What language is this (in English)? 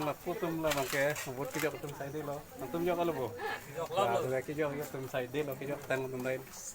Karbi